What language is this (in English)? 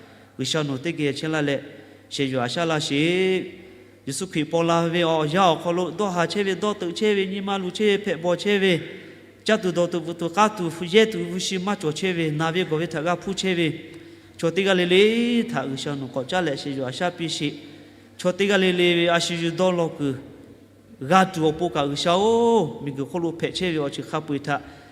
Lahu